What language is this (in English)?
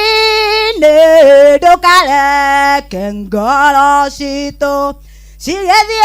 Kikuyu